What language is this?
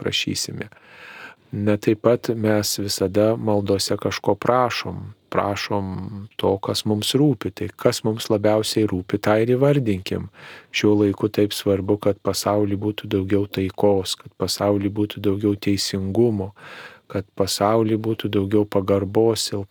Lithuanian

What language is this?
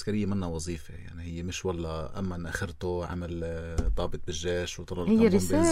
North Levantine Arabic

